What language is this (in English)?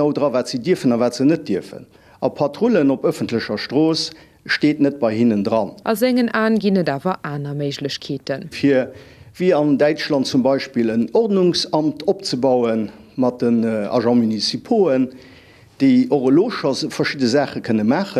Luxembourgish